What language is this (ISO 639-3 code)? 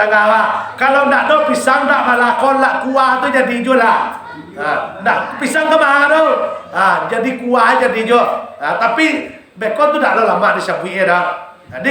min